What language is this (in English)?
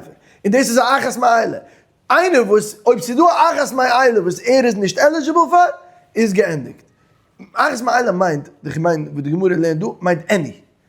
Yiddish